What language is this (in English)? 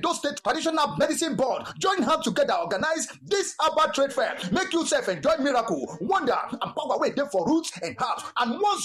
Nigerian Pidgin